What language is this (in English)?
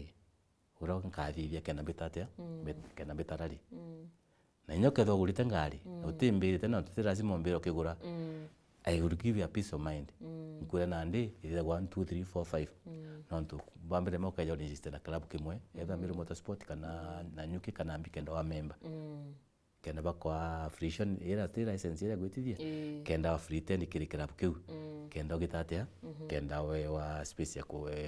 Meru